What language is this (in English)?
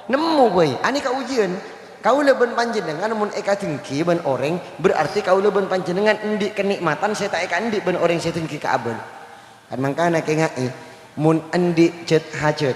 Madurese